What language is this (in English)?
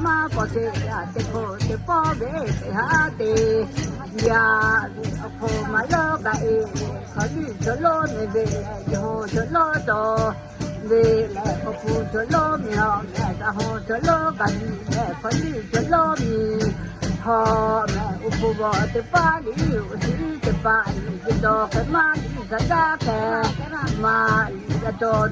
Lahu